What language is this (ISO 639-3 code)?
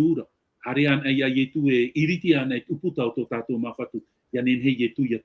tah